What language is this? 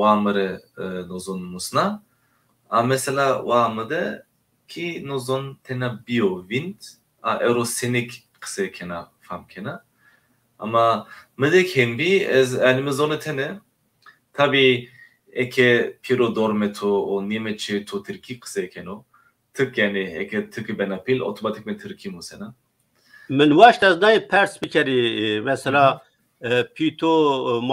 Zaza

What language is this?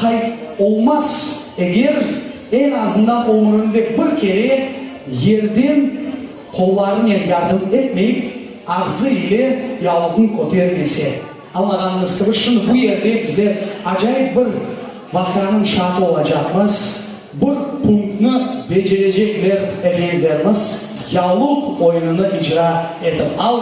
Crimean Tatar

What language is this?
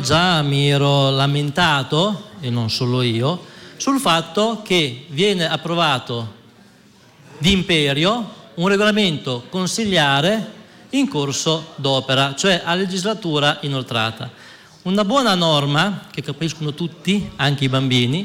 Italian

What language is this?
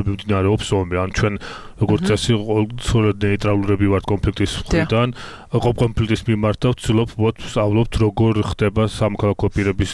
Georgian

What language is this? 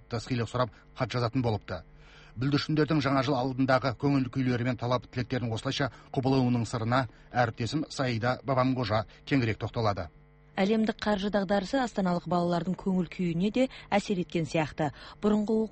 Kazakh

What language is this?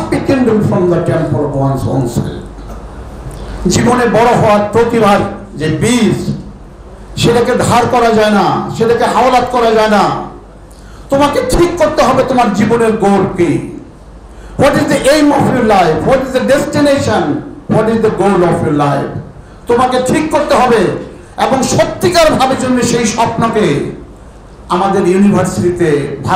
Bangla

